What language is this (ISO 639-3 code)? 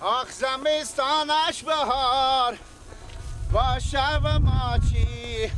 fas